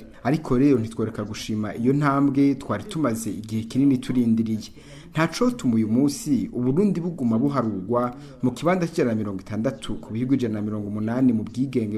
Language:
Rundi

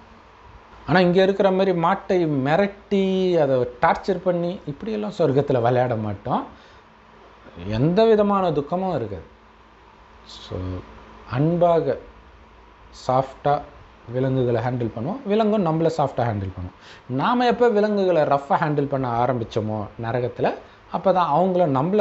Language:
Tamil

